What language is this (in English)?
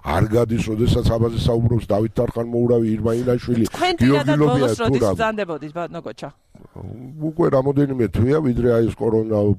Georgian